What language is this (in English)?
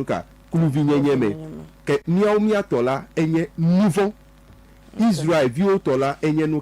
Ewe